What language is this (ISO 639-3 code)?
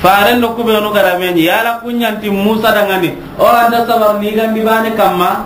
snk